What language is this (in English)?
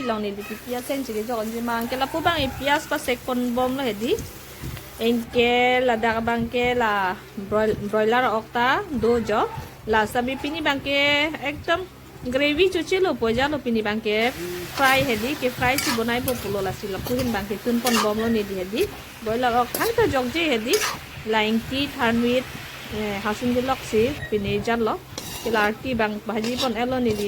Karbi